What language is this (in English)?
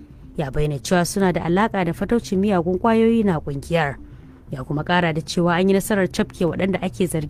Hausa